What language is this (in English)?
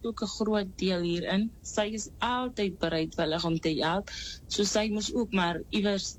Afrikaans